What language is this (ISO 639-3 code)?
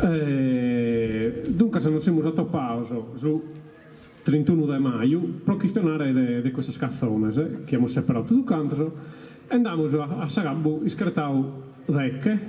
srd